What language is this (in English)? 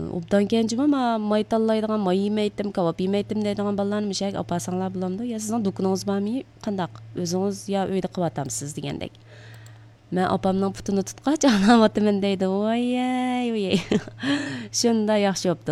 Uyghur